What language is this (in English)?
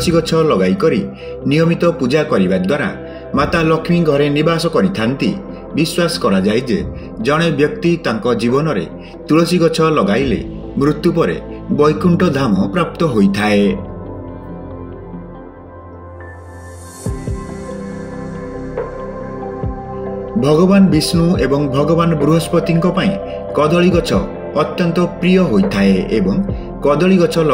Odia